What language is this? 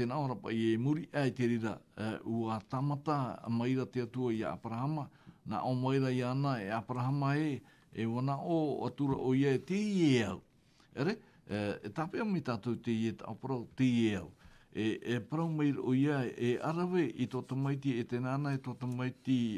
Tahitian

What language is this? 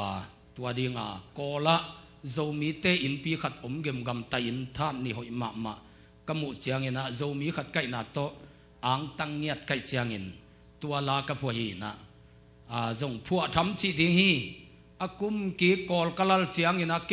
Tedim Chin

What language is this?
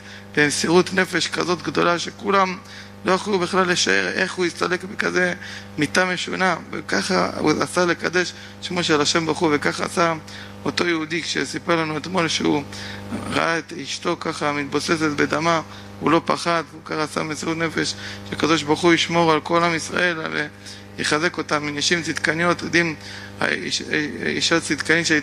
Hebrew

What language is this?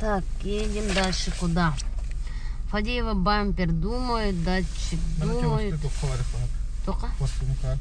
Yakut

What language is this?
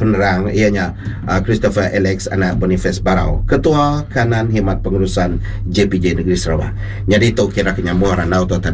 Iban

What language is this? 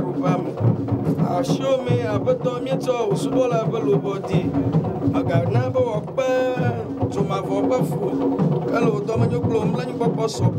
Ewe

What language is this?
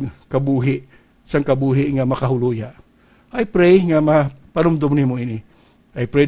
Hiligaynon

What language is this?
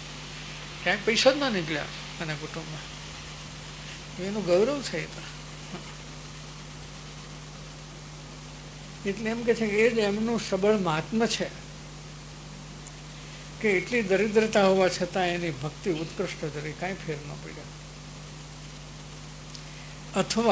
Gujarati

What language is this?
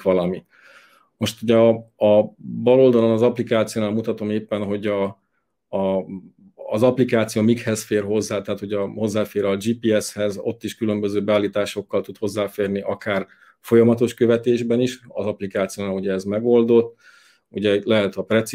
Hungarian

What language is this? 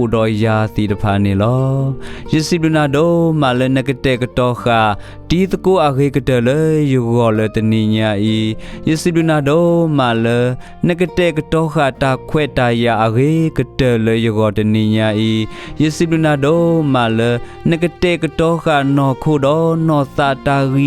S'gaw Karen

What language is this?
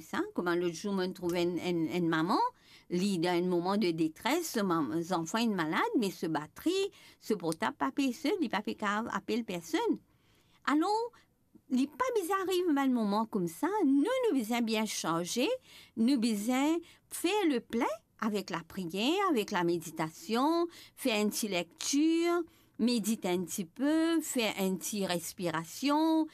Morisyen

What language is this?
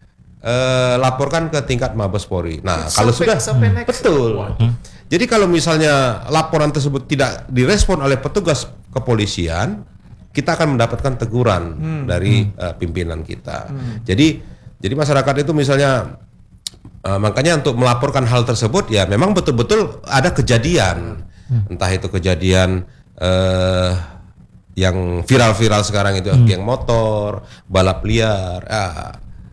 Indonesian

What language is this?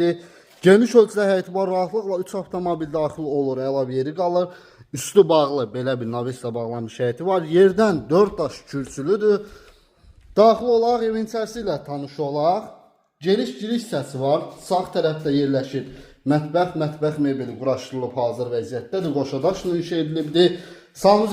Azerbaijani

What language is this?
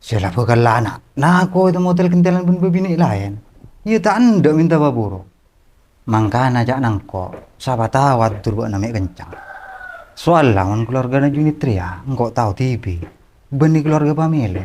Madurese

